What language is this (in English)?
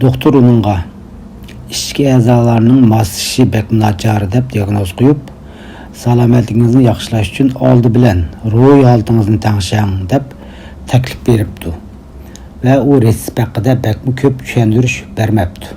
Uyghur